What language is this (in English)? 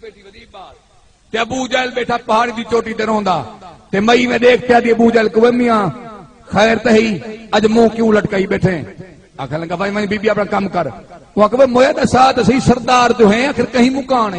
Saraiki